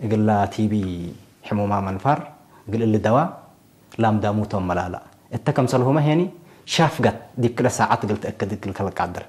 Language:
Tigre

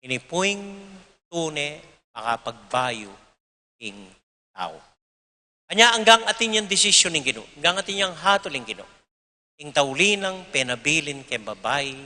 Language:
Pampanga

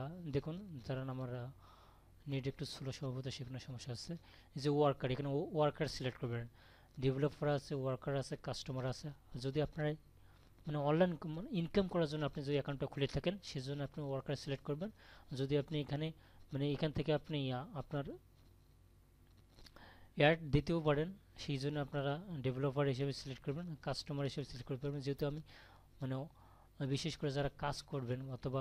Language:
Bangla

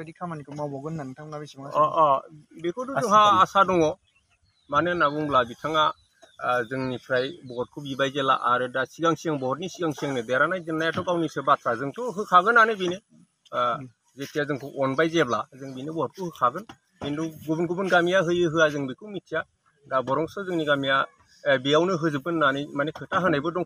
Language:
Bodo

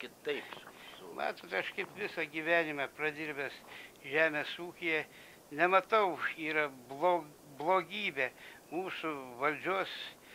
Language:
Lithuanian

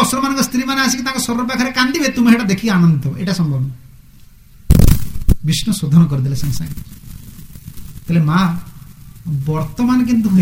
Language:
Odia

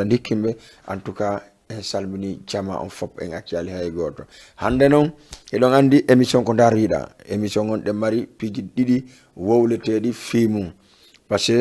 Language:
Fula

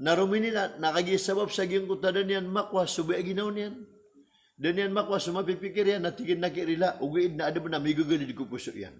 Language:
Maranao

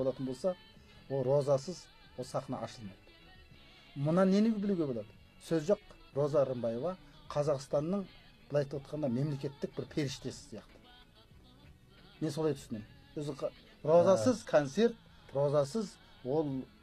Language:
Kazakh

